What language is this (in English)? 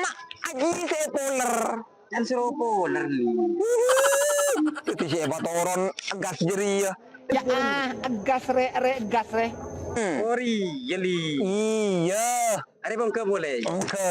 Madurese